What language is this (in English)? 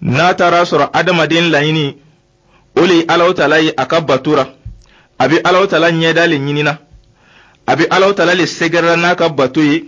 Dyula